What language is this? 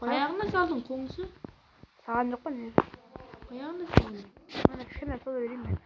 Kara-Kalpak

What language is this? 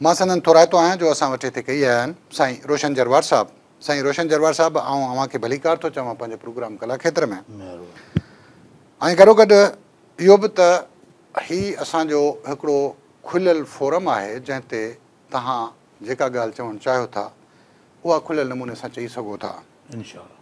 Sindhi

